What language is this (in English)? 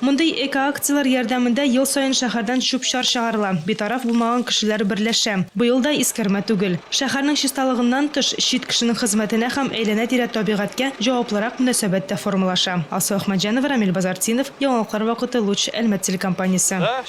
Tatar